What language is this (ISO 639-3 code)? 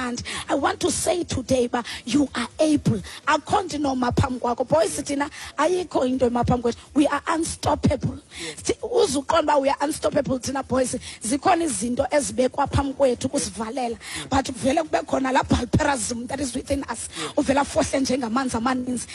xho